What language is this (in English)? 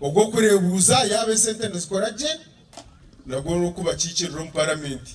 Nyankole